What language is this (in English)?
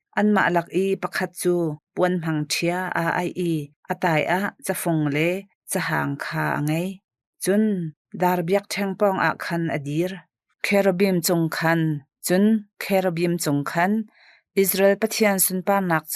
Hakha Chin